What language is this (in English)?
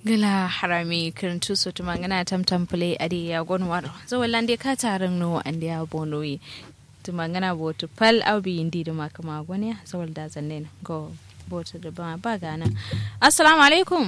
Kanuri